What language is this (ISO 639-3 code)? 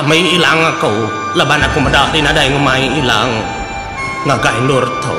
iba